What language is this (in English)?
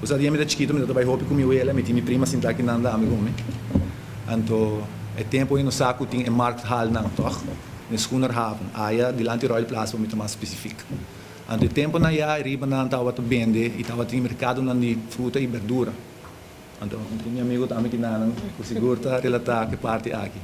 Papiamento